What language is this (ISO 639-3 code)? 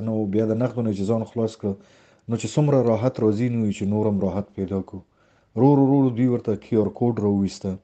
pus